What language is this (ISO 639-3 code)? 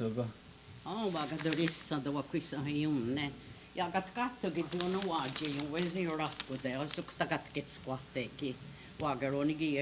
moh